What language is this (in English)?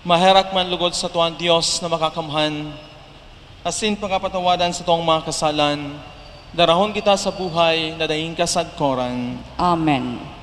Bikol